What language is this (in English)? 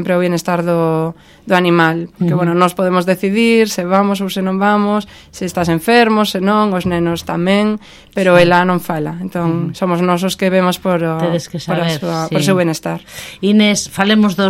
Galician